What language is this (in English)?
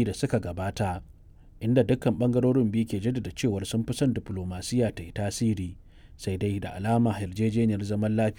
Hausa